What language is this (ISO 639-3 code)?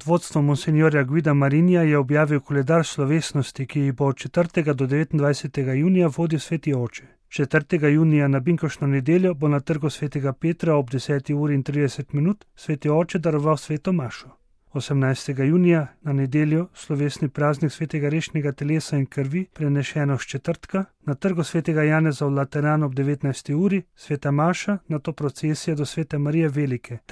slv